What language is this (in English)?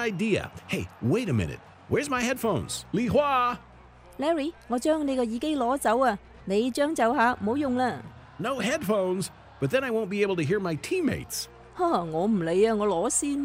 Cantonese